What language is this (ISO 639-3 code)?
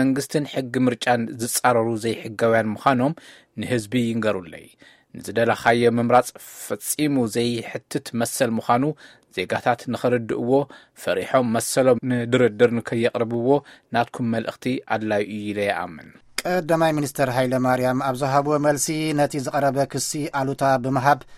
tir